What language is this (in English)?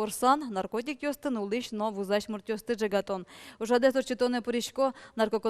Udmurt